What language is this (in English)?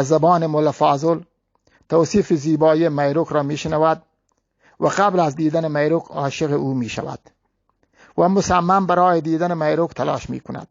Eastern Balochi